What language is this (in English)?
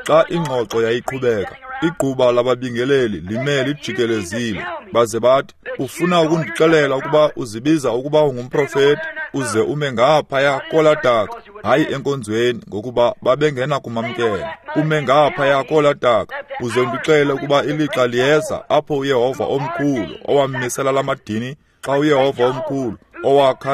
Xhosa